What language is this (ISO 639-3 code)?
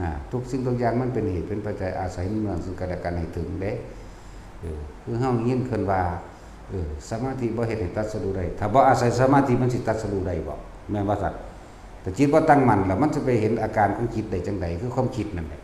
tts